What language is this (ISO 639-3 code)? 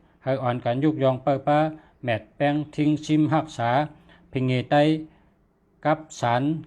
shn